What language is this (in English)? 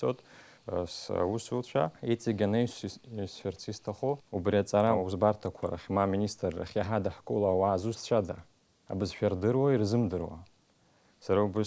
Abkhazian